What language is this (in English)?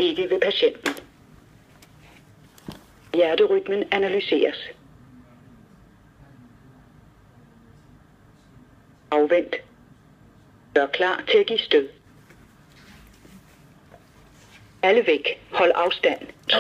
Danish